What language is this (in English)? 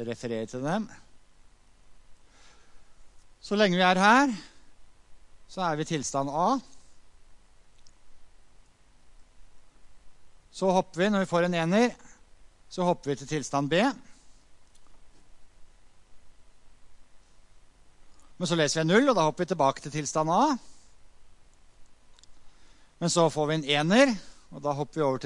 Norwegian